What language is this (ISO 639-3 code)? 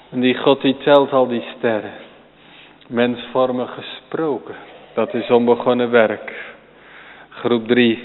nld